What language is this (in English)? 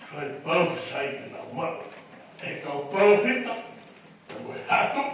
Tongan